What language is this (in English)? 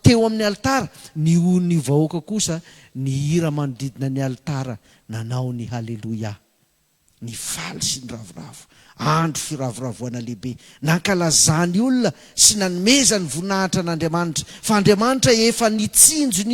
Malagasy